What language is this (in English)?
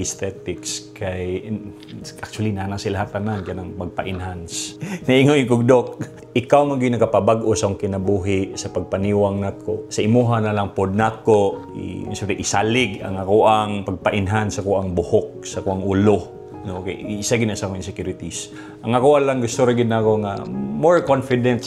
Cebuano